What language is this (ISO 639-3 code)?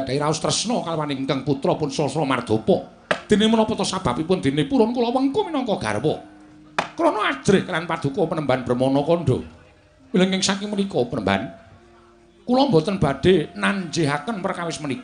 jav